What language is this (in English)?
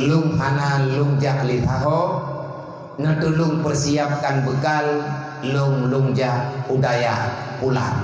Achinese